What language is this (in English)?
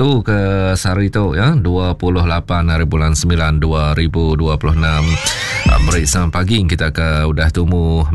Iban